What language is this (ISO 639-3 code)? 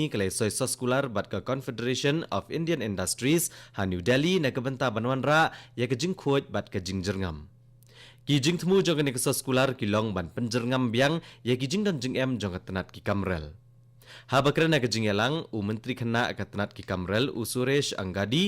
kha